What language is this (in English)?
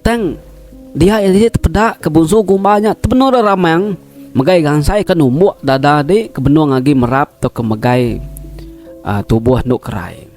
Iban